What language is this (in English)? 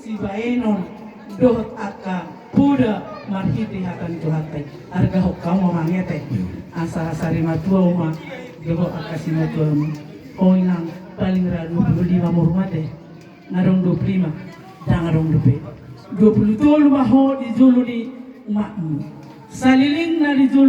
Batak Toba